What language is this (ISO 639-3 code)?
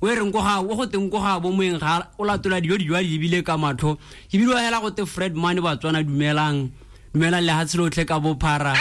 tsn